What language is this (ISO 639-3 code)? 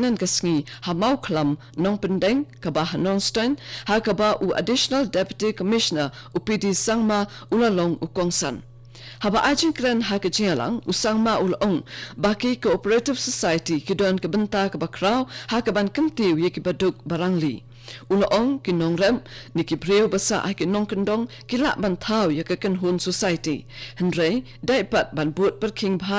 kha